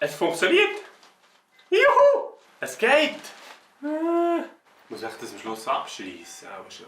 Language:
Swiss German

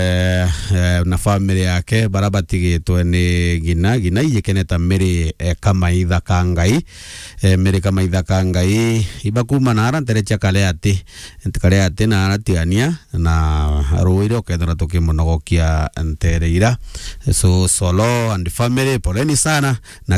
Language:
Meru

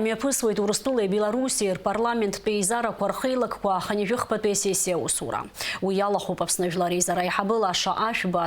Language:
Abkhazian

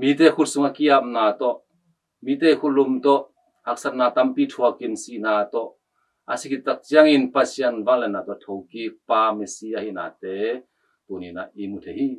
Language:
Tedim Chin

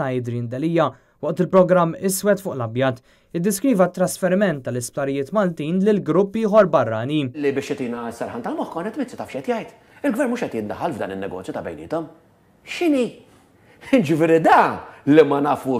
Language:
Maltese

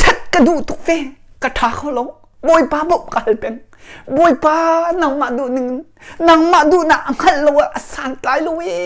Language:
Hakha Chin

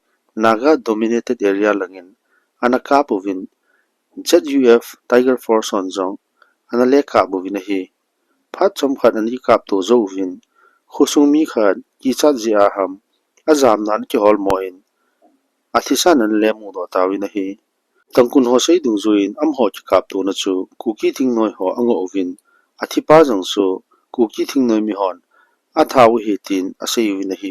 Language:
Thado Chin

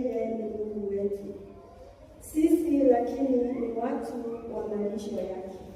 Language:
Swahili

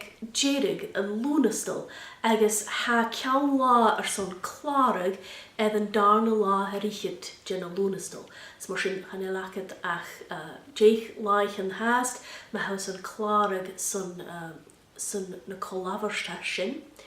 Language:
Scottish Gaelic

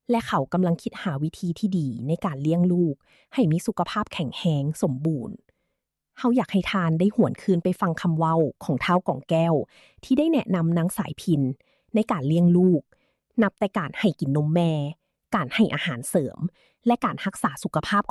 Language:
Lao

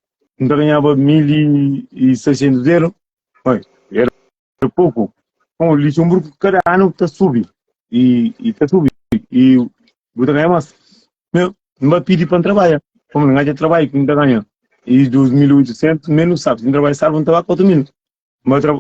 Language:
Kabuverdianu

